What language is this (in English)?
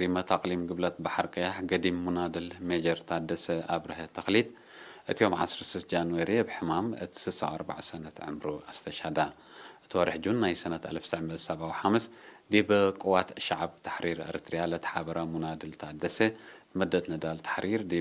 Tigre